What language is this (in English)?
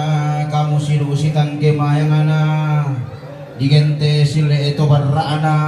Toraja-Sa'dan